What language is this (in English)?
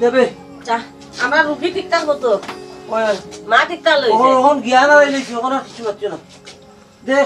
Sylheti